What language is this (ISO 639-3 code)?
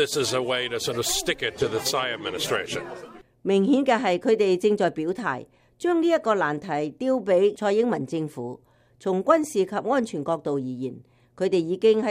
yue